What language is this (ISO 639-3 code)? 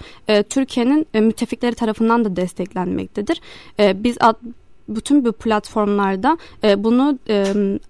tur